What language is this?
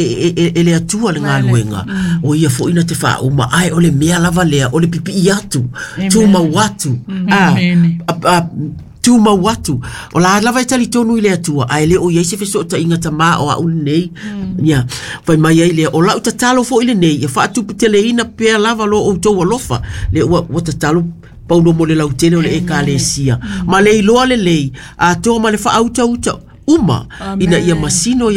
Samoan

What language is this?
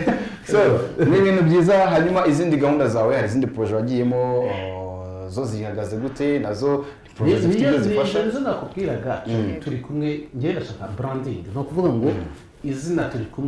Kinyarwanda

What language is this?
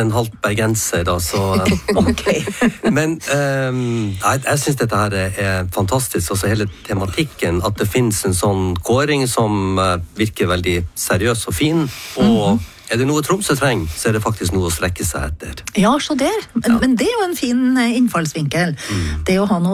Norwegian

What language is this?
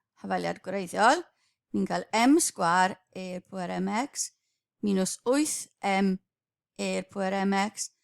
Welsh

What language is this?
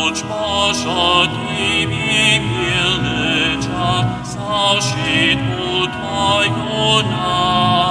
Upper Sorbian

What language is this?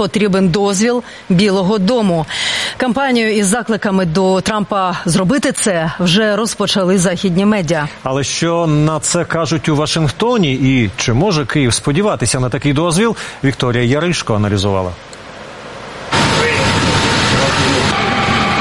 Ukrainian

